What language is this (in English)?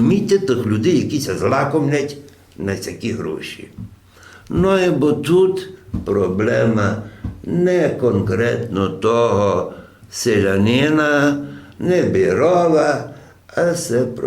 Rusyn